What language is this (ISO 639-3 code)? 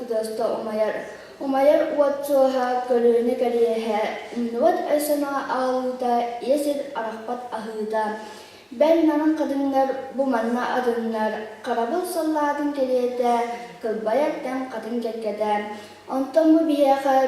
sah